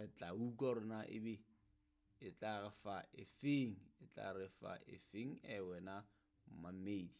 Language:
Southern Sotho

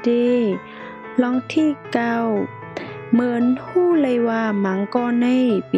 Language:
Shan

